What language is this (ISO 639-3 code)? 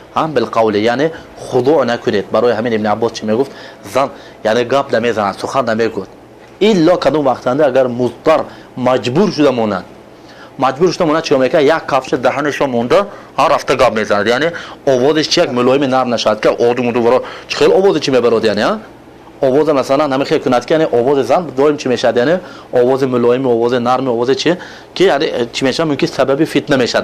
tgk